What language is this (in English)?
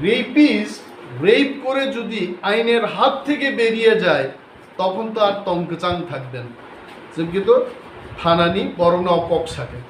Riang (India)